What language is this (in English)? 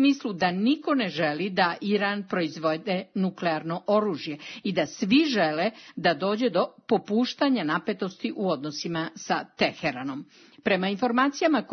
Serbian